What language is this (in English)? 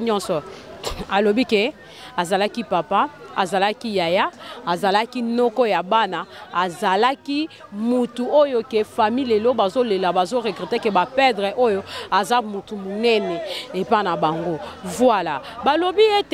Lingala